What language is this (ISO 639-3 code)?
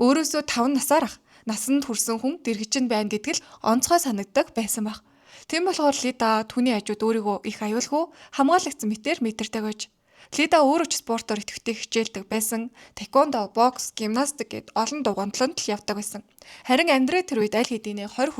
mon